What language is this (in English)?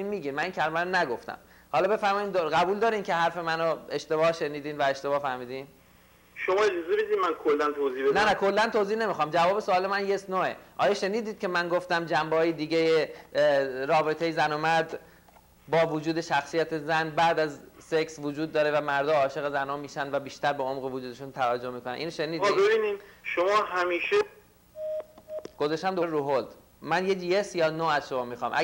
Persian